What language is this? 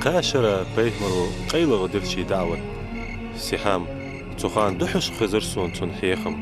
Ingush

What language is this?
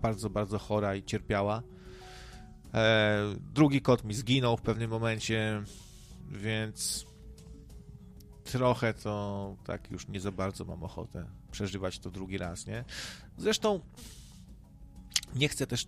Polish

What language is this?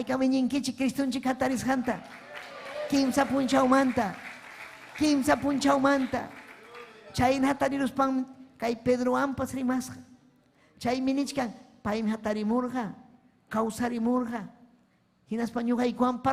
Ayacucho Quechua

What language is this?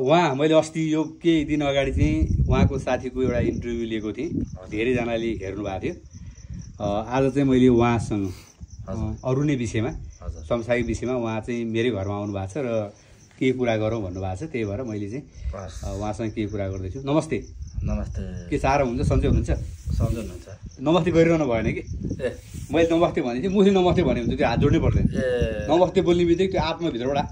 Nepali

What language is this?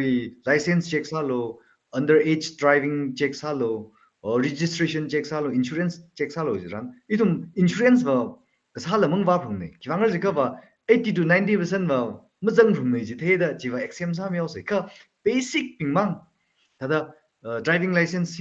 Tangkhul Naga (India)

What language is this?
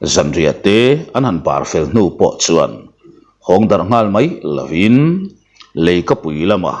Mizo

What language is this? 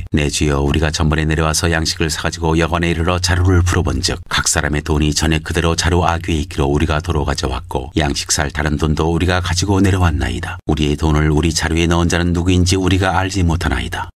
Korean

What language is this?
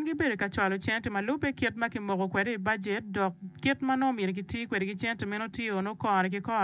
Acoli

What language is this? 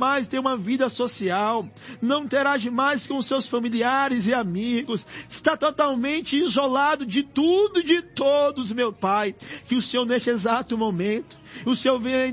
Portuguese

